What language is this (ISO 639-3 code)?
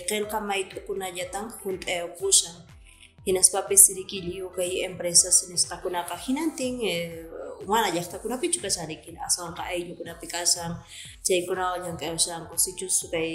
que